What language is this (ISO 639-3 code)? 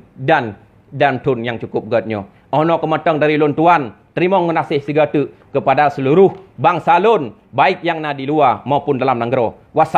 ace